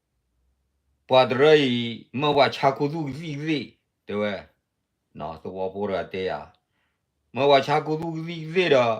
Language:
S'gaw Karen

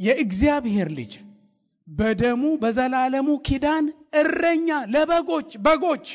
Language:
Amharic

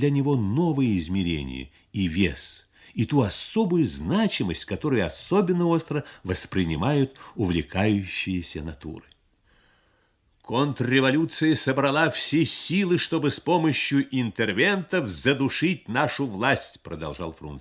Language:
Russian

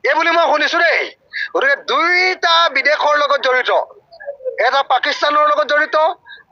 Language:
Assamese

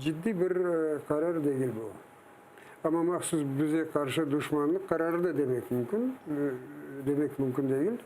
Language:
Crimean Tatar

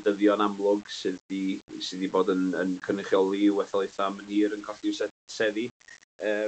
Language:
Welsh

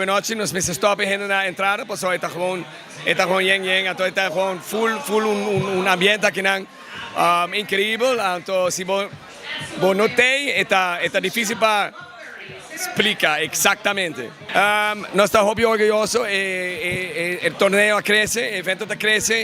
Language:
Papiamento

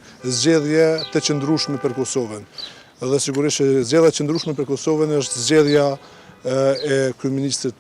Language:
Albanian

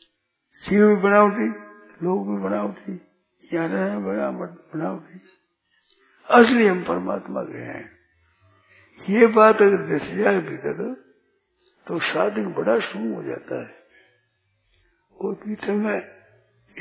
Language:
Hindi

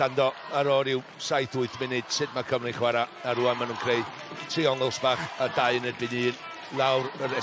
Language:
Welsh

